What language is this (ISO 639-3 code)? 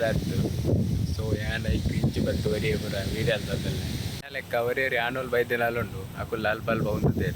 tcy